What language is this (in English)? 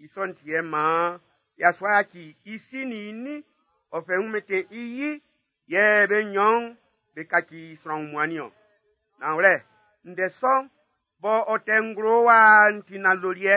Baoulé